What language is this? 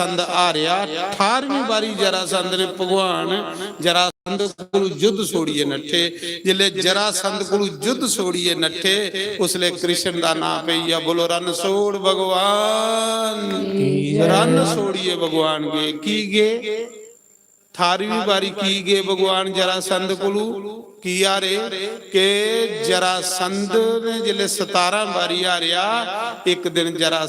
Dogri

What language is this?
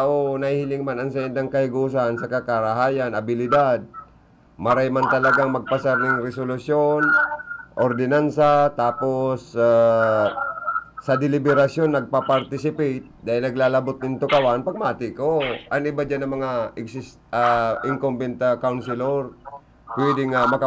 Bikol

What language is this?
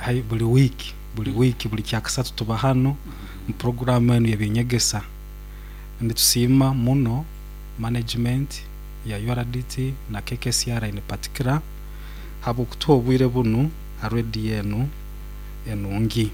Nyoro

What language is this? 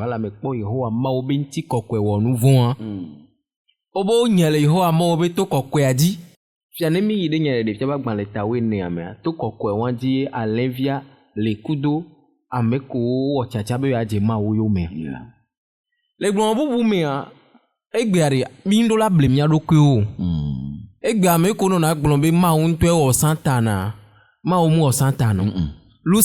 Ewe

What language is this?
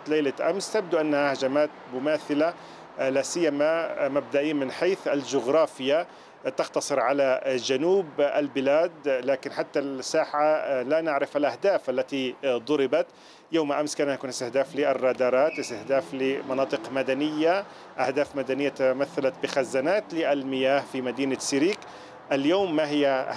Arabic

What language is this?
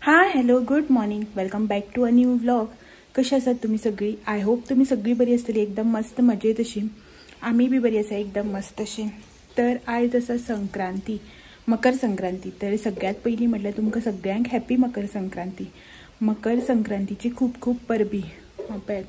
Konkani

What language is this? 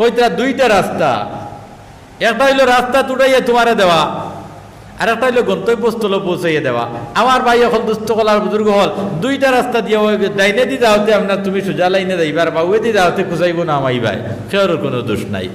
Sylheti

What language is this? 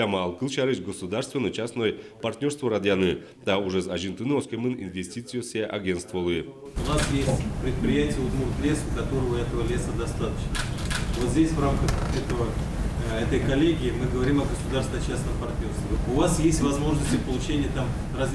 Udmurt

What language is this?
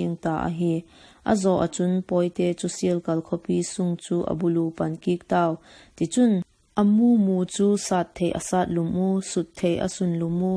Vaiphei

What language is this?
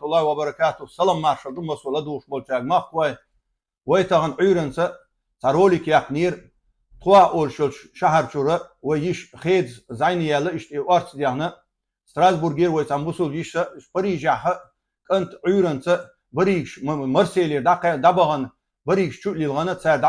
Chechen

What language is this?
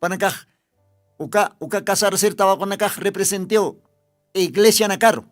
Aymara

